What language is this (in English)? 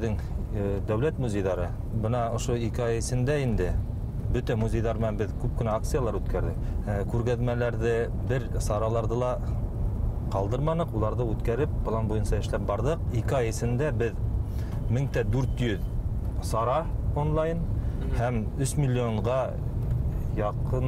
Bashkir